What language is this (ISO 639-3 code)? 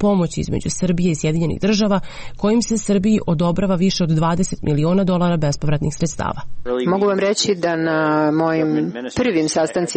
srp